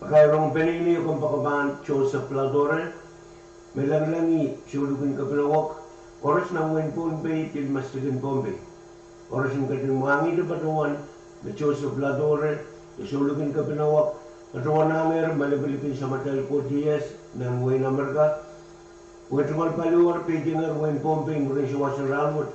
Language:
Pohnpeian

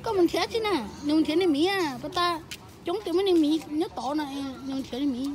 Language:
Hmong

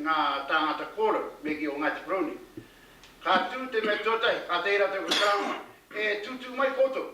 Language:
Māori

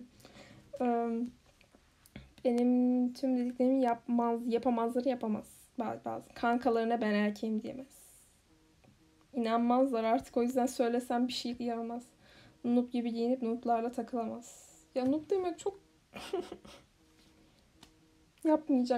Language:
Turkish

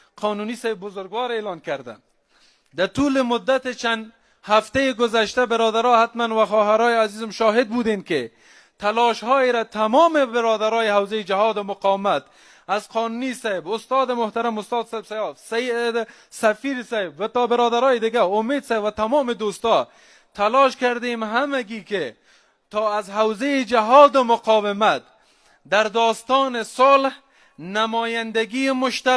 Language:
Persian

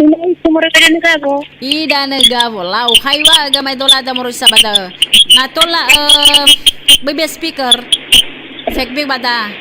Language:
Nias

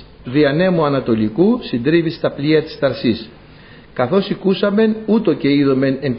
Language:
Greek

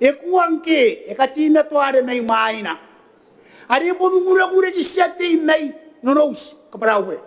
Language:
Gilbertese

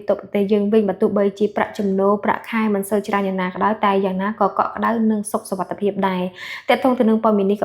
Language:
Khmer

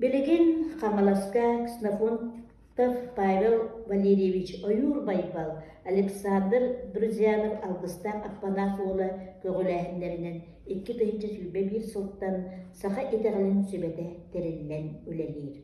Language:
Yakut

